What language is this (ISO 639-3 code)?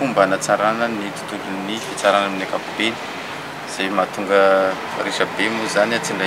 mlg